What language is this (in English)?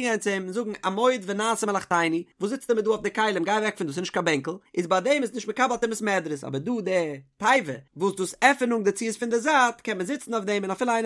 Yiddish